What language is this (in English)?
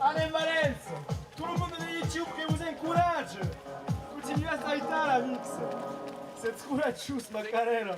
Occitan